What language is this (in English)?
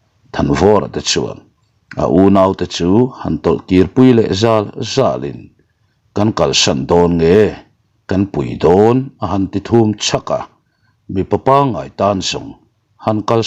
Mizo